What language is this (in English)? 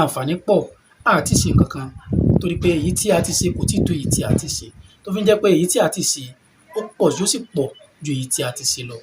Yoruba